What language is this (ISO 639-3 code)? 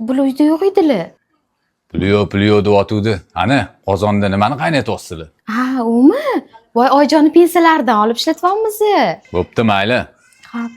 uzb